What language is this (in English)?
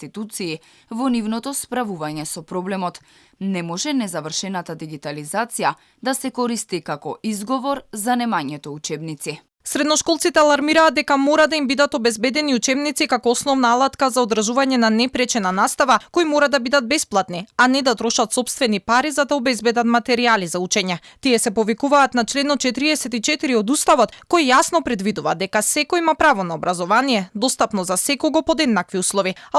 Macedonian